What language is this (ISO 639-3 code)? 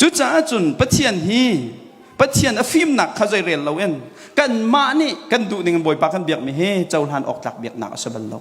cnh